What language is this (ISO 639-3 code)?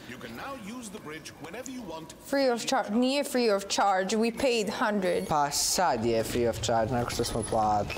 hrv